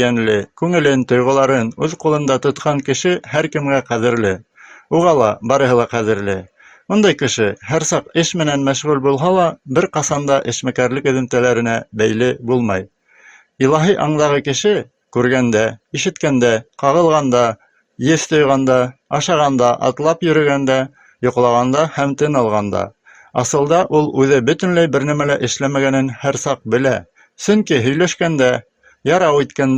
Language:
Bashkir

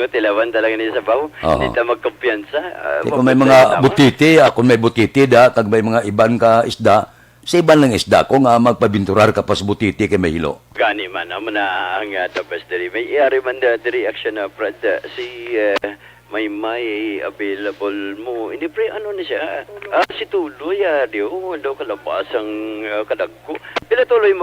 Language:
Hiligaynon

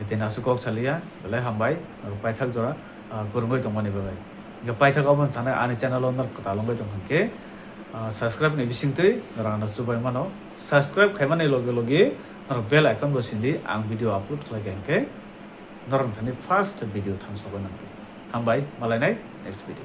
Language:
Kok Borok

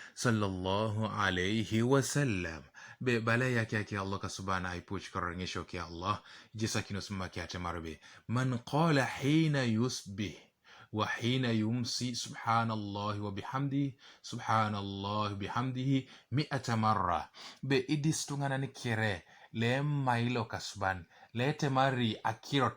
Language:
Teso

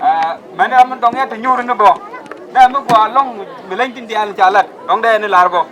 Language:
Nuer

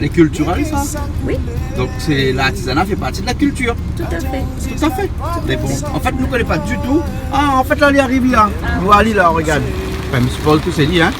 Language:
Réunion Creole French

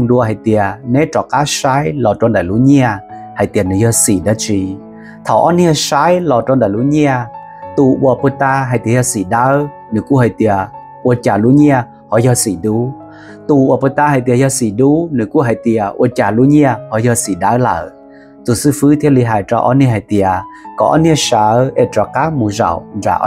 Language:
Hmong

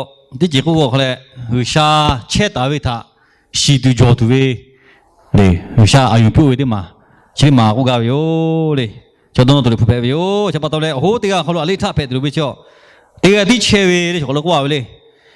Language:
Lahu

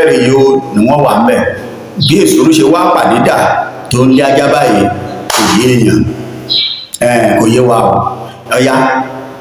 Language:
Yoruba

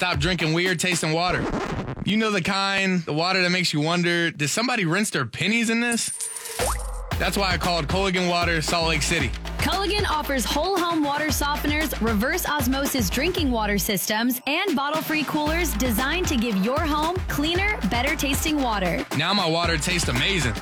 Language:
English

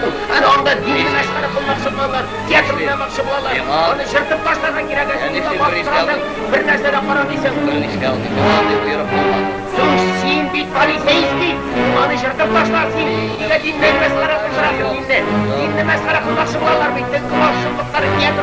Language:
Tatar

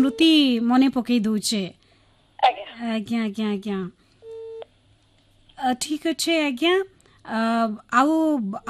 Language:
Odia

